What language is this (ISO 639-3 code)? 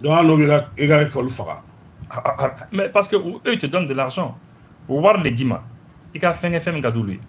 bam